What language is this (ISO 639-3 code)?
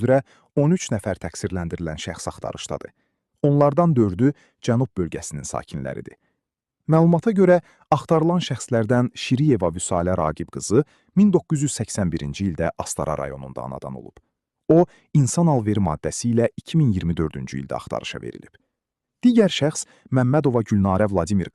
aze